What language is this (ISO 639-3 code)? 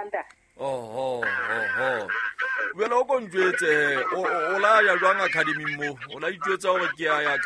sot